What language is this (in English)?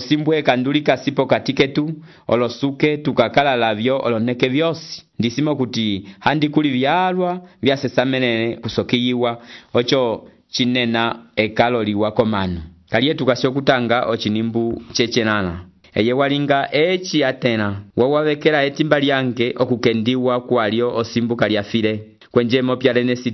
Umbundu